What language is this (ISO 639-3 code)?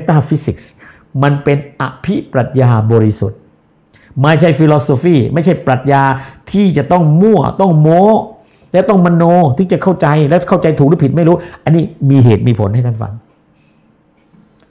tha